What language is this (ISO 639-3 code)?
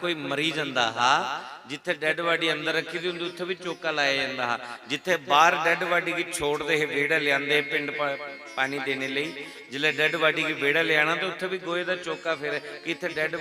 doi